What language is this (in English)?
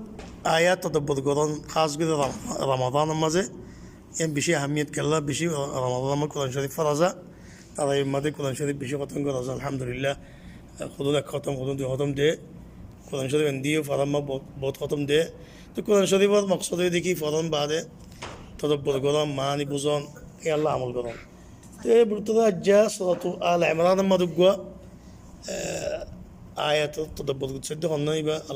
Rohingya